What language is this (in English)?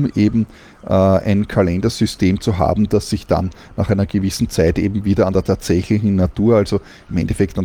German